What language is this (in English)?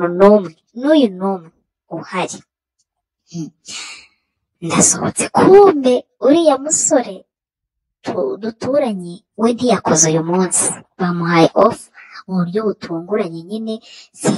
Kinyarwanda